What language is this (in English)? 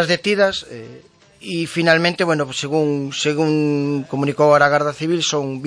Galician